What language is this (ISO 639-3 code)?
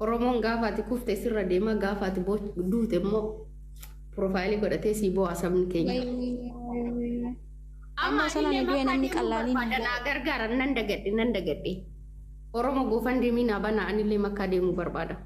orm